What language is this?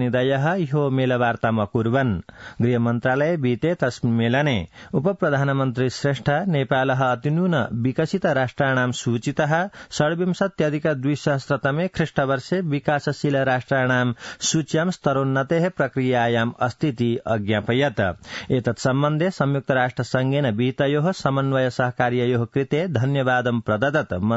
Sanskrit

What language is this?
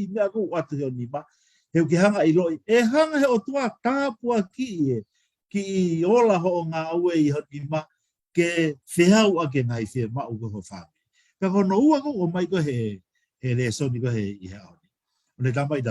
Tongan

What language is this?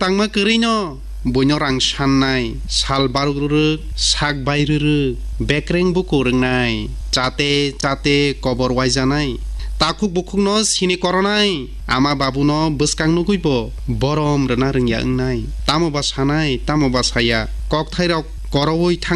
Kok Borok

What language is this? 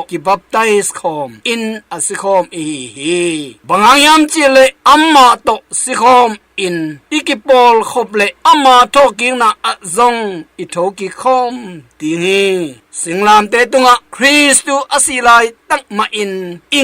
Tedim Chin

